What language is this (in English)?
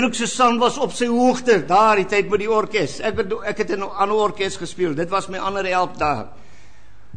Afrikaans